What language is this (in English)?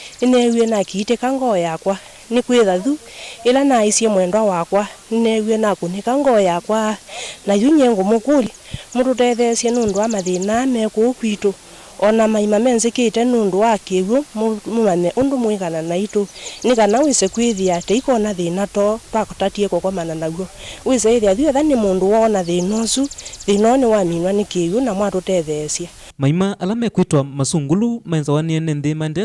Kamba